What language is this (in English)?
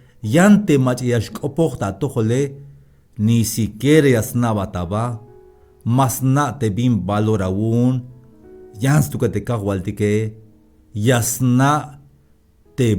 Tzeltal